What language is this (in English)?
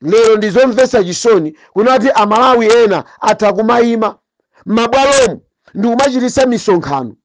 Nyanja